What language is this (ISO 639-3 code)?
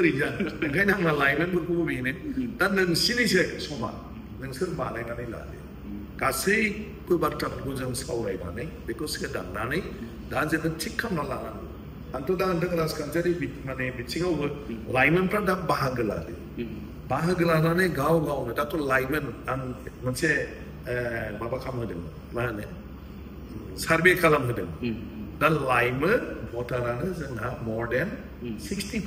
brx